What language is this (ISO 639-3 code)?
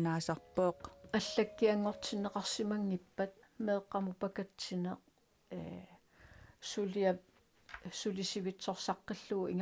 kal